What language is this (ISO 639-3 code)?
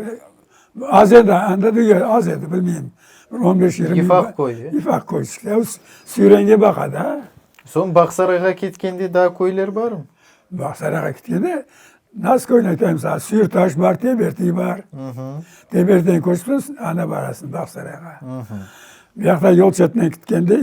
crh